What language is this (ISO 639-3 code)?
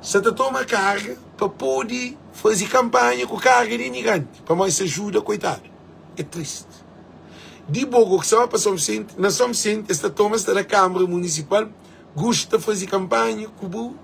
kea